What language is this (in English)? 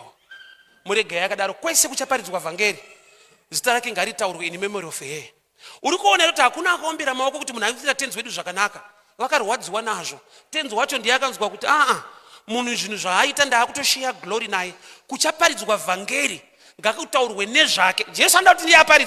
Shona